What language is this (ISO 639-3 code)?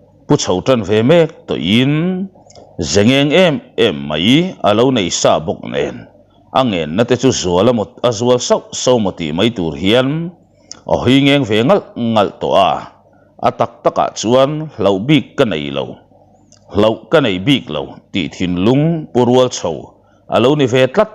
lus